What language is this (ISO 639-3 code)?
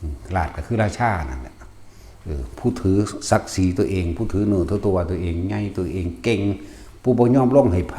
lao